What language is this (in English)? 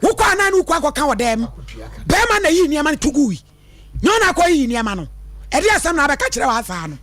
Akan